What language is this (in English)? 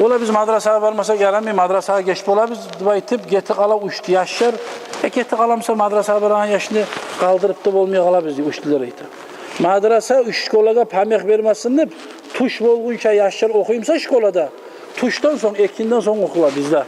Kumyk